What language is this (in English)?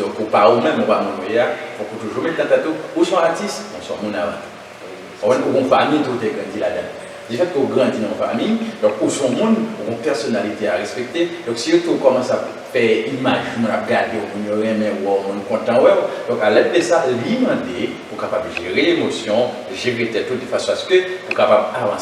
Haitian Creole